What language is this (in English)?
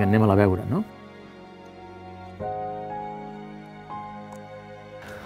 Catalan